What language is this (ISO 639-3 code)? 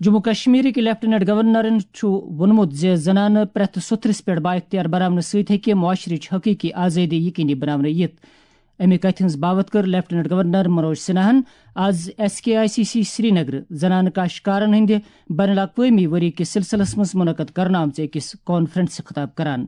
kas